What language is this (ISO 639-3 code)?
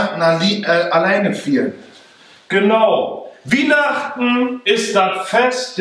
nds